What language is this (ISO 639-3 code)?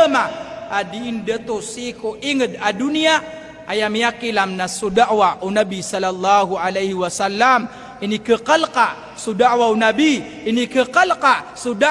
mrw